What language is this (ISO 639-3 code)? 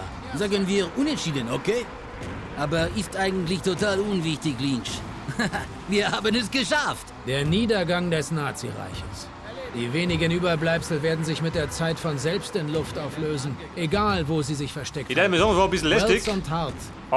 bar